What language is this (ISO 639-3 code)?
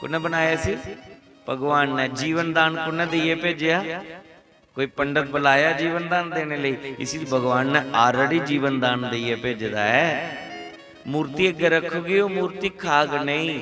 doi